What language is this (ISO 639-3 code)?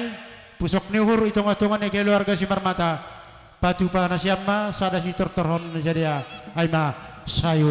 bts